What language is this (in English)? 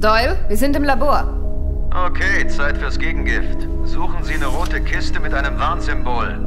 Bavarian